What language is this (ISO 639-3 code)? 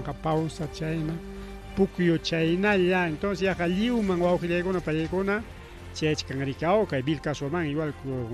quy